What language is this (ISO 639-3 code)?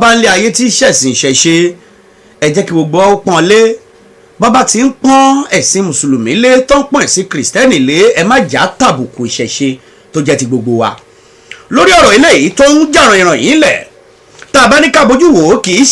yor